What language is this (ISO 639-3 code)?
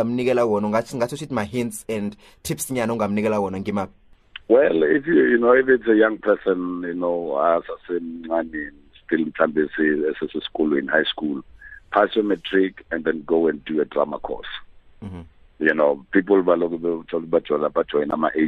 nbl